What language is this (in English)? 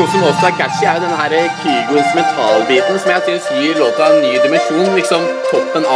Norwegian